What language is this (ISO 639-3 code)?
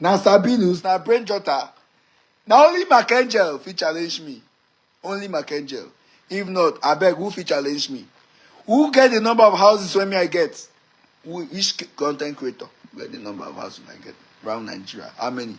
pcm